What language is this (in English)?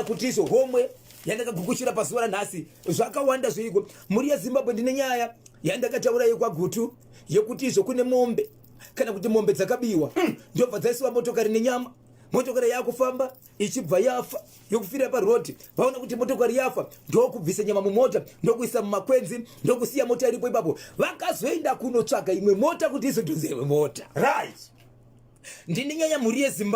Shona